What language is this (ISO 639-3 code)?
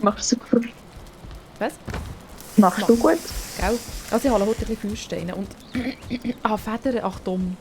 gsw